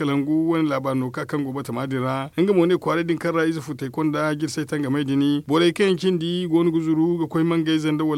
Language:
Zarma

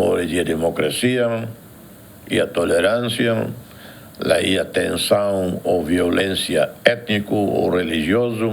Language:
Tetum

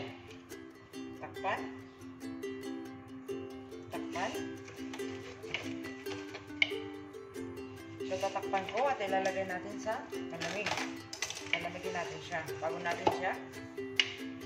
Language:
Filipino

